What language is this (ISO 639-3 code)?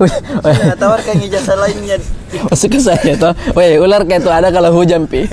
mfp